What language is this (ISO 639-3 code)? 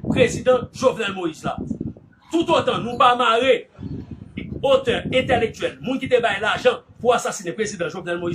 hat